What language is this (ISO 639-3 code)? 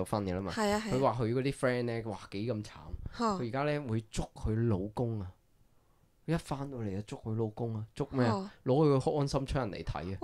yue